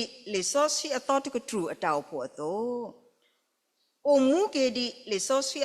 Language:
S'gaw Karen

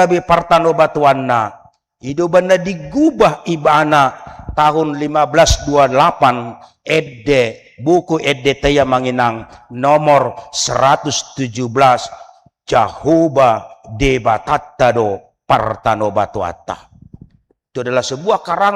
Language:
Batak Toba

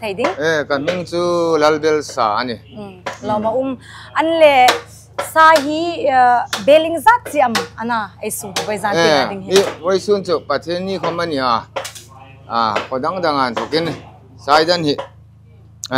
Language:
Hmar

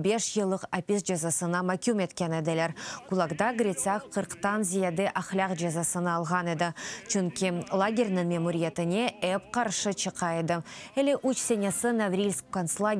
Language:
Crimean Tatar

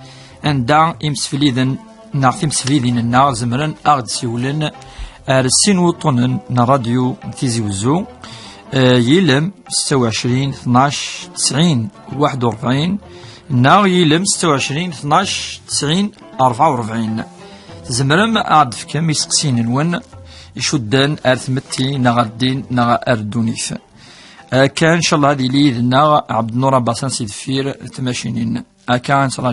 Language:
Kabyle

